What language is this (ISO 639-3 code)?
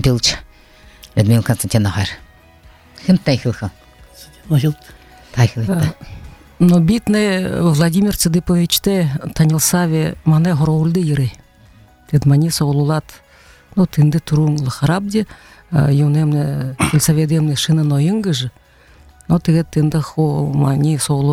bua